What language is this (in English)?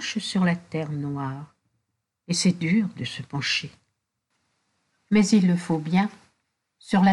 French